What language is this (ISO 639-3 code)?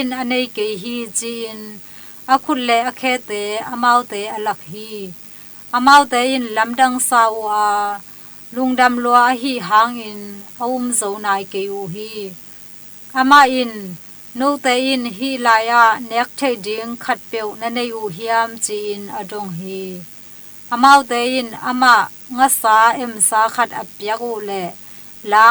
ctd